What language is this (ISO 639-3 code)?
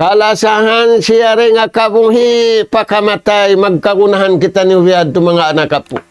tsg